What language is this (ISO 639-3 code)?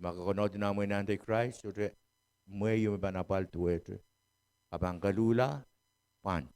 pon